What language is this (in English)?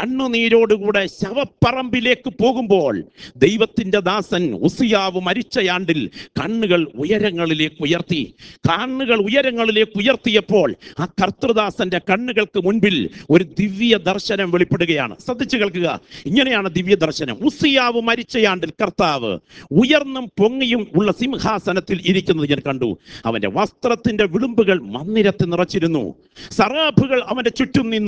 Malayalam